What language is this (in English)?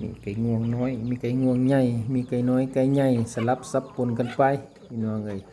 Lao